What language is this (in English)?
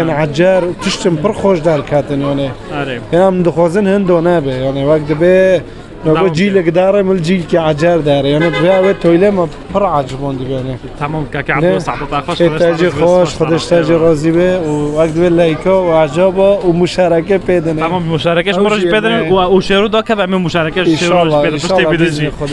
Kurdish